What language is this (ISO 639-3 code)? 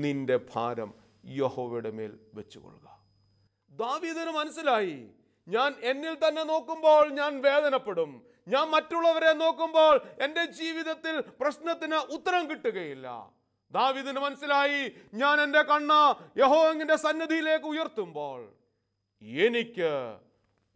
mal